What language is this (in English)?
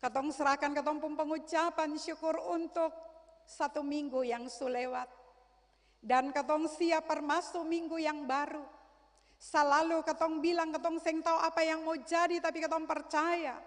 Ambonese Malay